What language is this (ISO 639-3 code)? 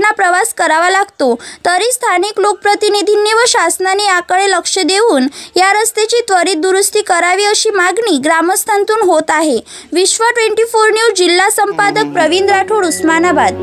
mar